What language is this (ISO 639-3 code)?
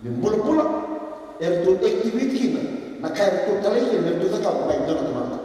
fij